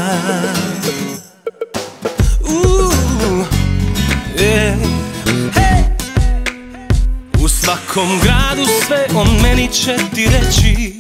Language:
Croatian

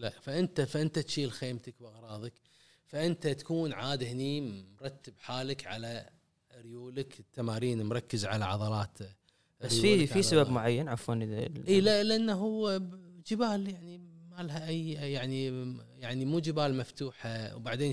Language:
Gulf Arabic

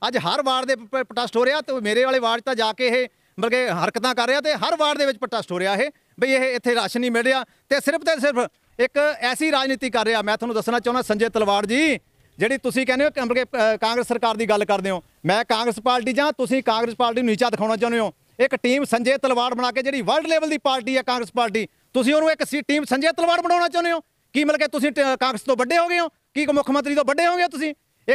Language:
Punjabi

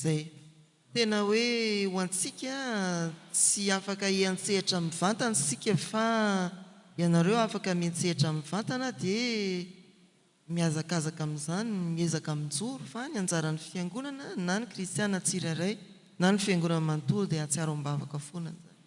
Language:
Malagasy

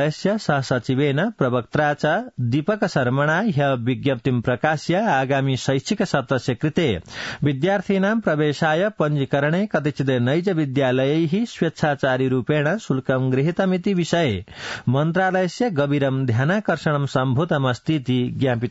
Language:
Sanskrit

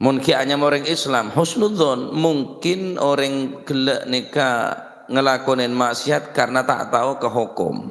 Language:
Madurese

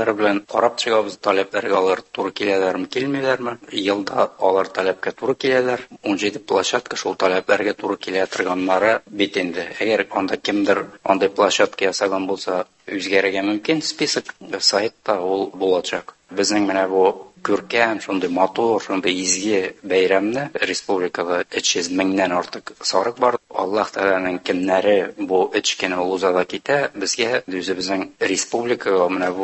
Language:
Tatar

